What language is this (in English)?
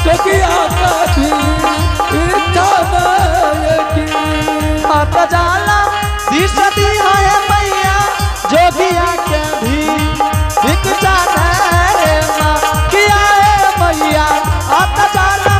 Angika